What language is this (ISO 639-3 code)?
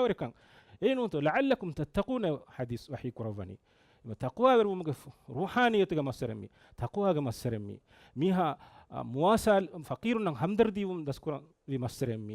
div